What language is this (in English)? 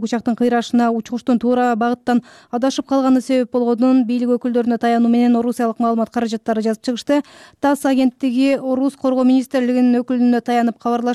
Kyrgyz